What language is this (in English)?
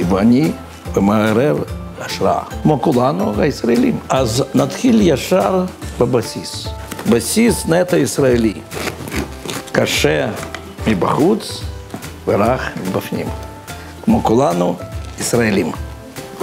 Hebrew